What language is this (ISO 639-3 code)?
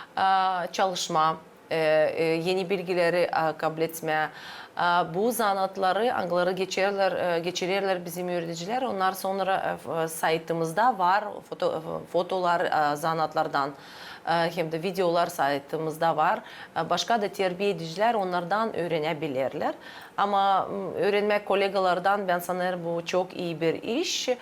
gag